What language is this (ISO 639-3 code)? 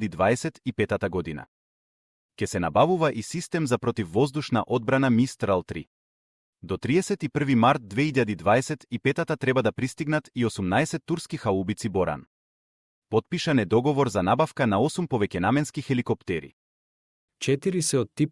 mkd